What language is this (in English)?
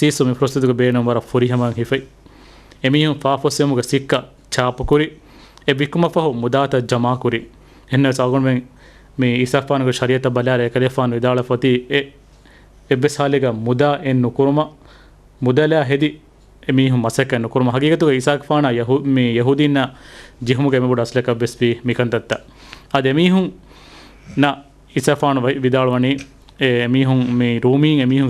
Divehi